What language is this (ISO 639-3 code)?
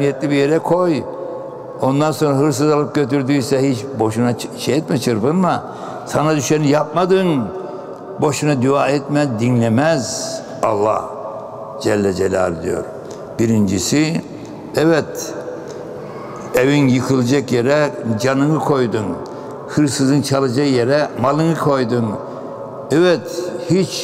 tur